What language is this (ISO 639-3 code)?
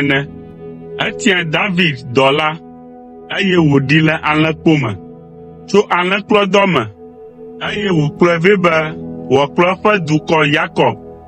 ewe